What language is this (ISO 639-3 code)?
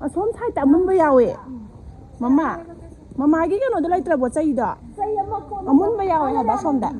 mni